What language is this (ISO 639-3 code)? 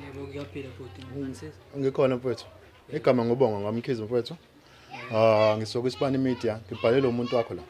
zul